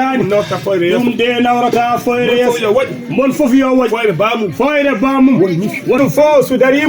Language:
Fula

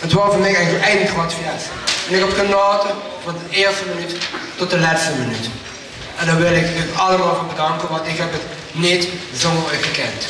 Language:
Limburgish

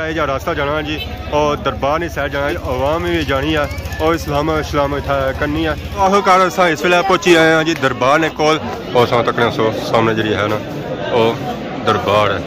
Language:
Pahari-Potwari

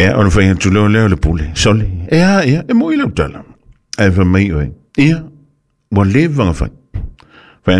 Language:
Samoan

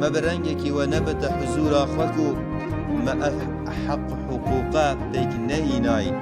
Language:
Kurdish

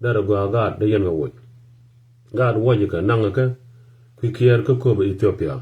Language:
Nuer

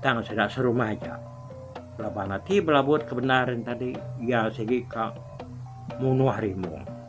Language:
Iban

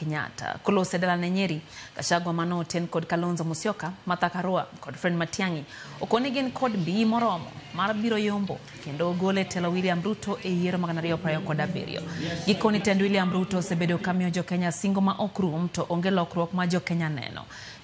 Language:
Luo (Kenya and Tanzania)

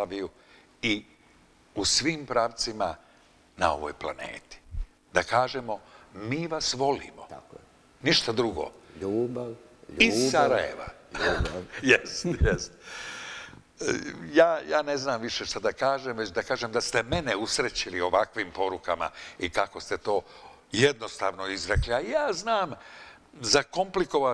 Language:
Bosnian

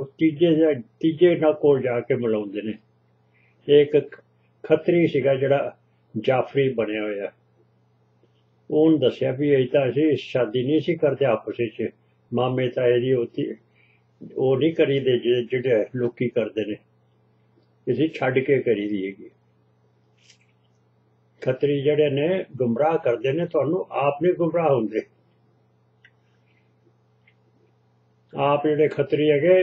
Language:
Punjabi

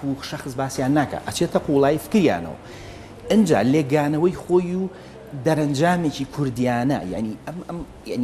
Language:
Central Kurdish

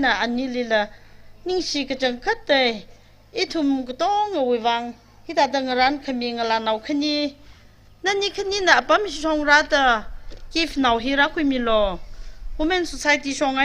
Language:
Tangkhul Naga (India)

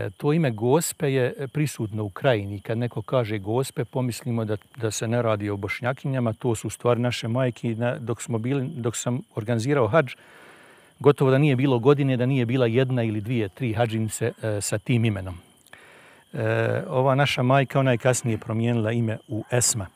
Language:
Bosnian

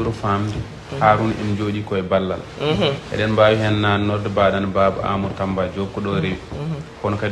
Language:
Fula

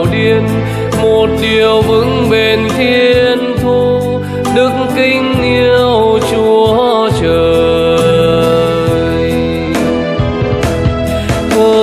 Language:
Vietnamese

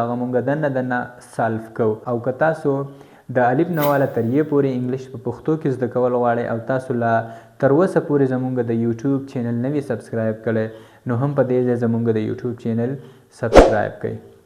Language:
Pashto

